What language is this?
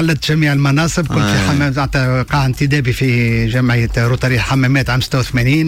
Tunisian Arabic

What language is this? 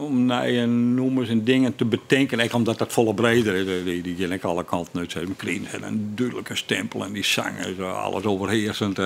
Western Frisian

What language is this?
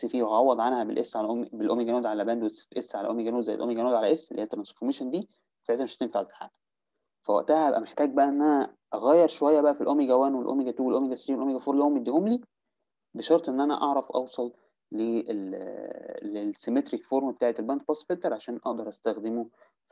Egyptian Arabic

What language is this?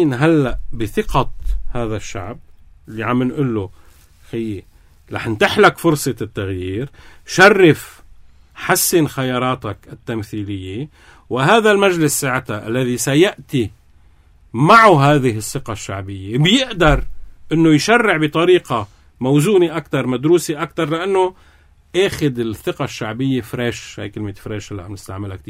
North Levantine Arabic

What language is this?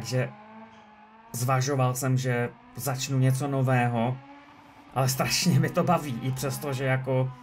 Czech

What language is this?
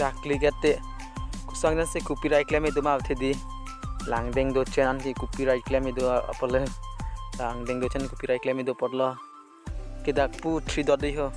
Karbi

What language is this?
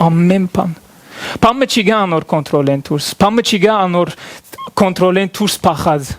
Western Armenian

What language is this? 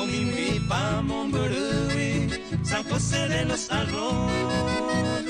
Guarani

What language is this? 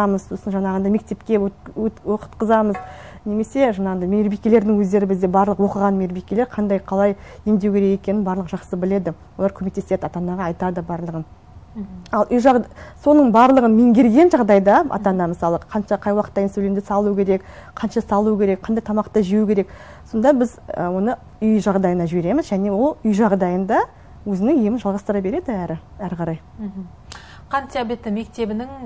Kazakh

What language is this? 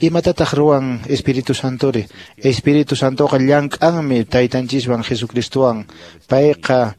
Quechua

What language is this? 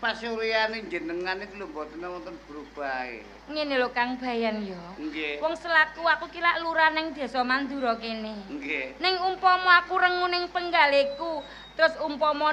Javanese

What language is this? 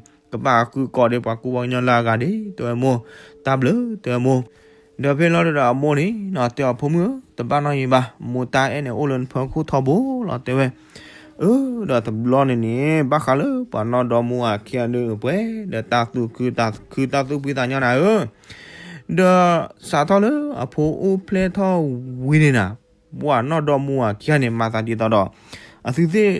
S'gaw Karen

